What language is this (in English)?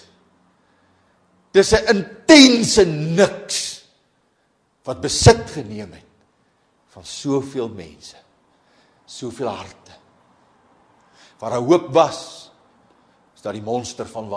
Afrikaans